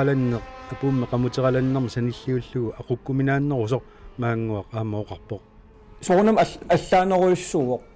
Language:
Kalaallisut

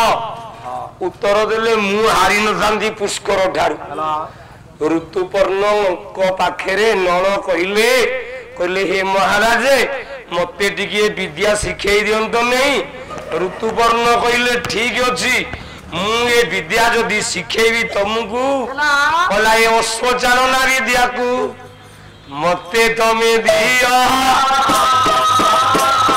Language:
Odia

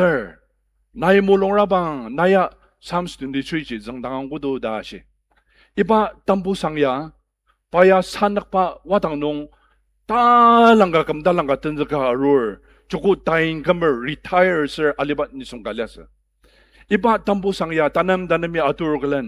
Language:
Ao Naga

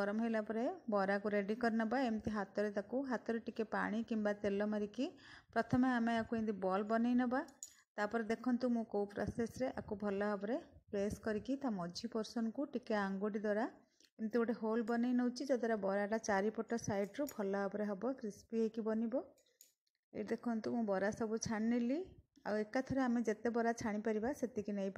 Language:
Odia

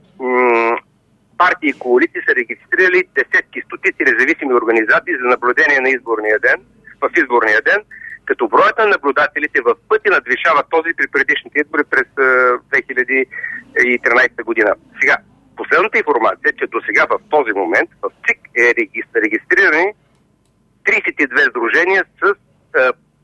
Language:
Bulgarian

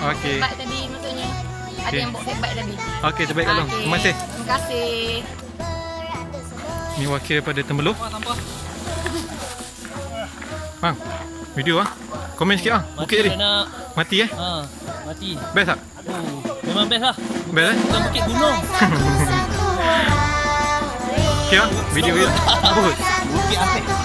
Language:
Malay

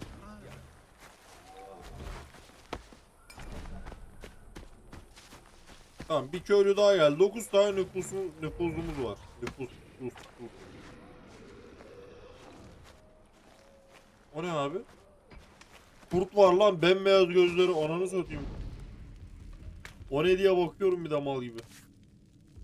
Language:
Turkish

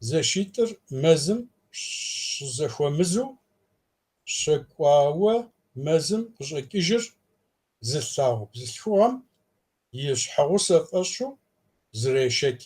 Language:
Kabardian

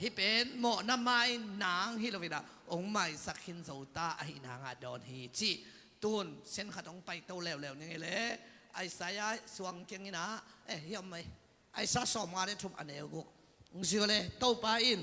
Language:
Tedim Chin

